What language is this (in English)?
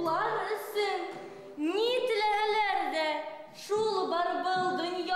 Bashkir